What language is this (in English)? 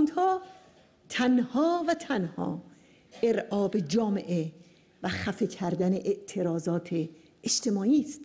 Persian